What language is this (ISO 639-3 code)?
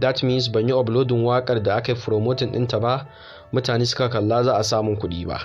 hau